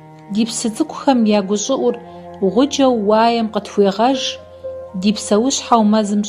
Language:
Kabardian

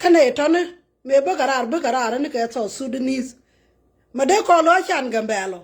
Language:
Nuer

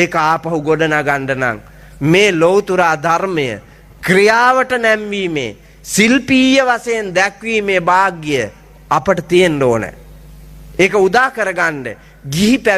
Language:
Sinhala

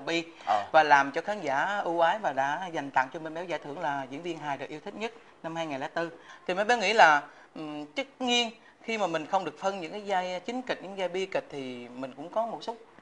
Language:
Vietnamese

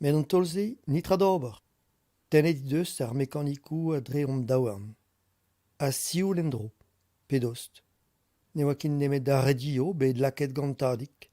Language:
Breton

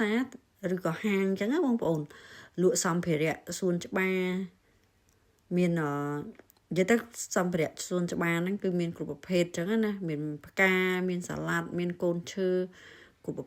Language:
Khmer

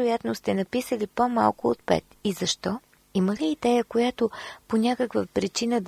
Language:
Bulgarian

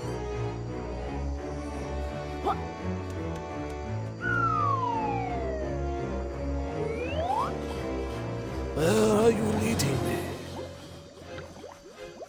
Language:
English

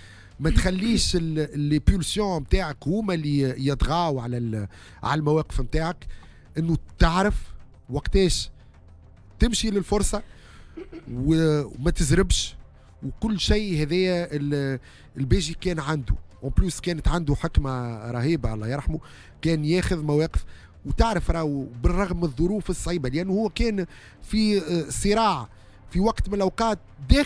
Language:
Tunisian Arabic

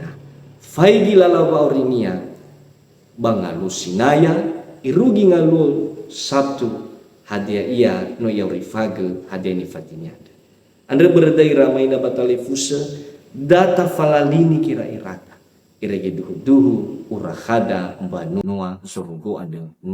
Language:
Nias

